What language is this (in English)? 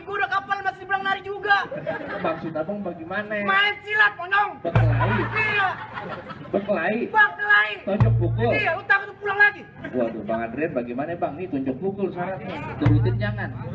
Betawi